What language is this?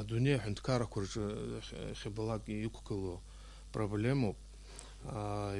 Abkhazian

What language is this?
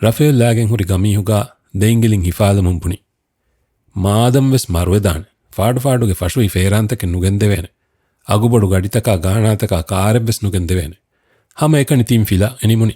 Divehi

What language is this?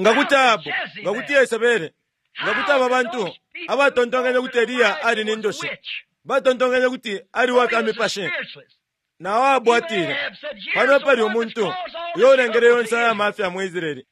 Bemba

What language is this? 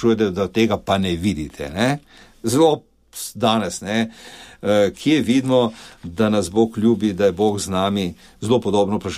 Slovenian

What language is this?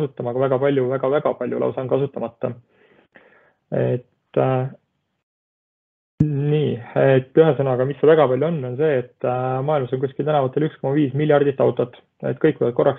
Estonian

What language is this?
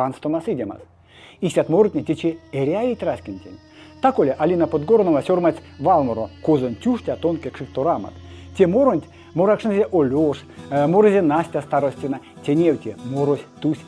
Erzya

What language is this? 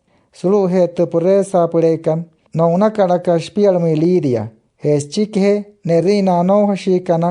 Wayuu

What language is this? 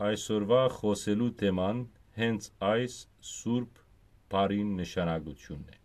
Western Armenian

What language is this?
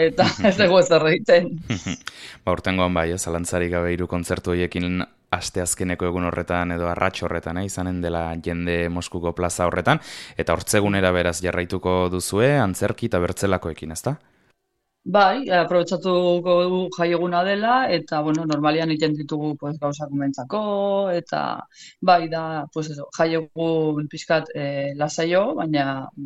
Basque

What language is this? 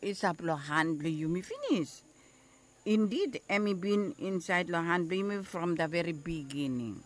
Bislama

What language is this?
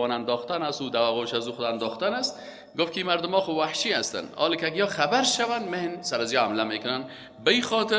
Persian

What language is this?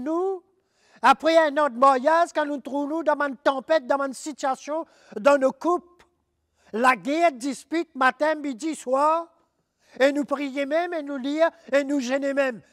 Morisyen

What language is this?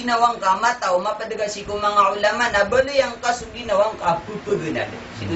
Maranao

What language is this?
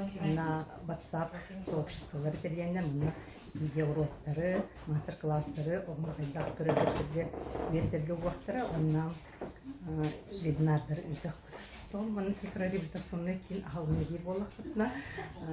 Yakut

